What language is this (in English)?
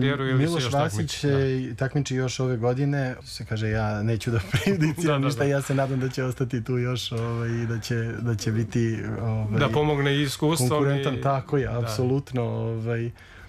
Serbian